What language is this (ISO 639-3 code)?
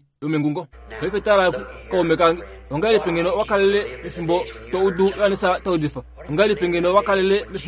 kua